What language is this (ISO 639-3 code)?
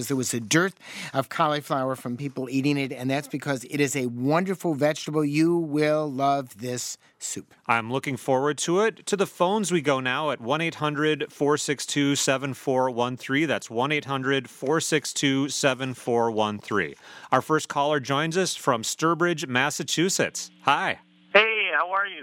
eng